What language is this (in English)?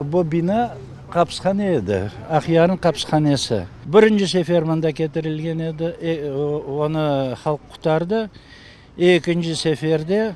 Crimean Tatar